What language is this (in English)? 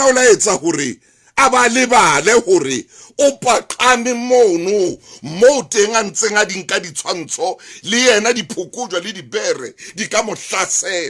Southern Sotho